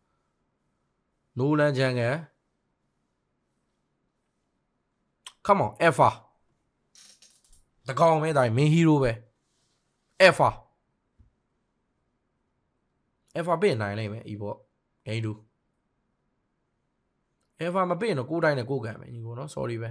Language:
Burmese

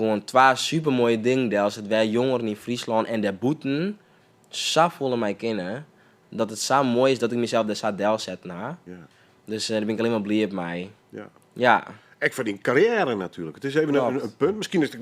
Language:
Western Frisian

